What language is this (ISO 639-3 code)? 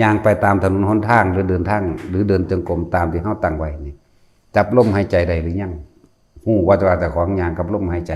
lao